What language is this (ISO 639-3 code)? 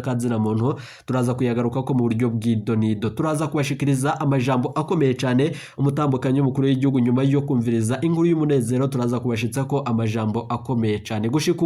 run